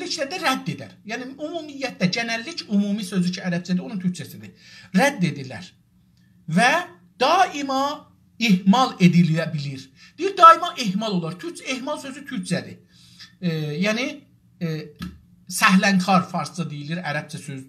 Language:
South Azerbaijani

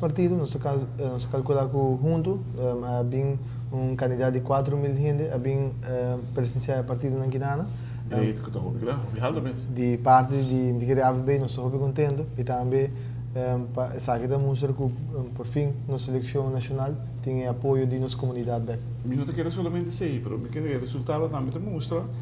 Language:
Papiamento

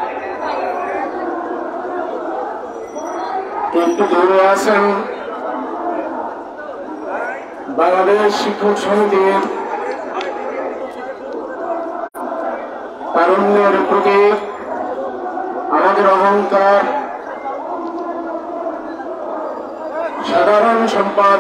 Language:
Bangla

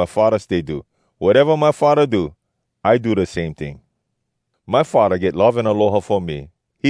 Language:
Hawai'i Creole English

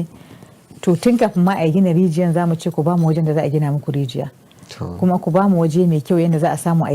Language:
Hausa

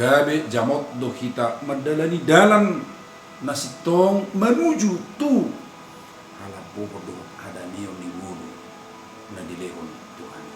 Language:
Batak Toba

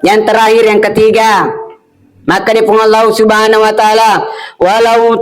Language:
Buginese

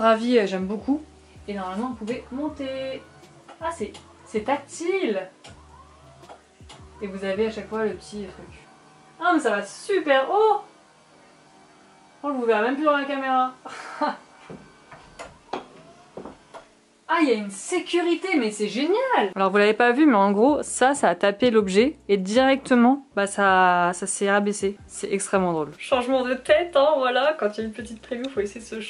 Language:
French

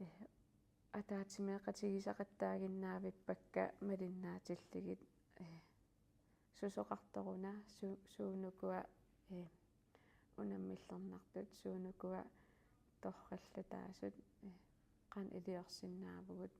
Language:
Kalaallisut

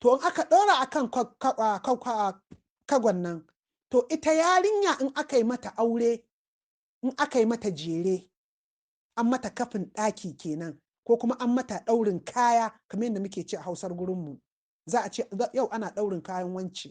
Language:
Hausa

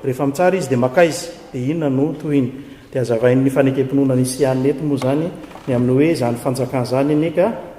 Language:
Malagasy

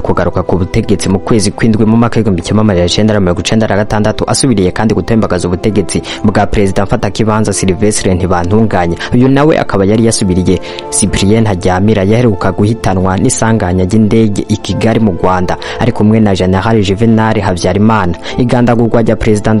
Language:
Rundi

